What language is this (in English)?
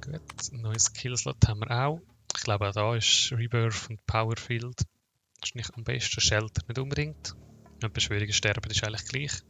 Swiss German